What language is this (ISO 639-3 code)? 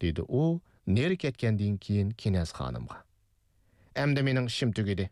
uig